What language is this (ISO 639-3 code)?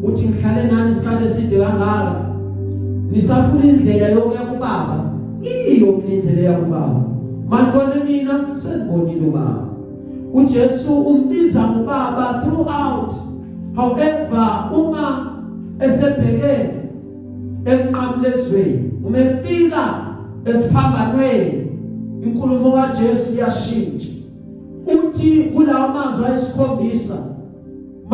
zul